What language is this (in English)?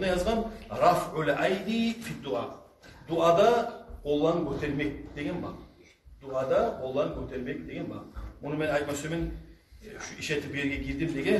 Kumyk